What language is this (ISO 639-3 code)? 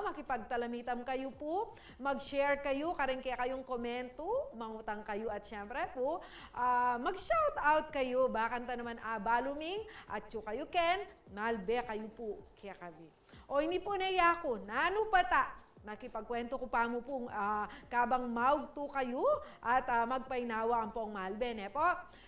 pam